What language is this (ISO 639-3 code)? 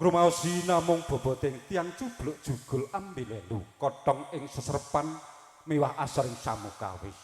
jav